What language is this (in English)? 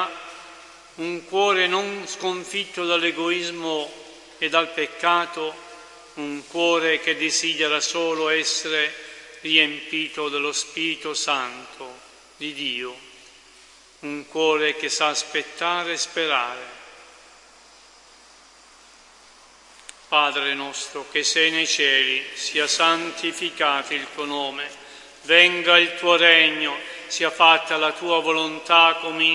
Italian